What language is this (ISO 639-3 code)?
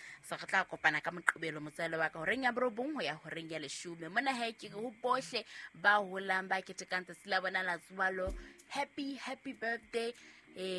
sot